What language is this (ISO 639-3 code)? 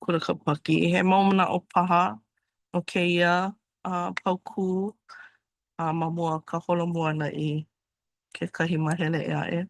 haw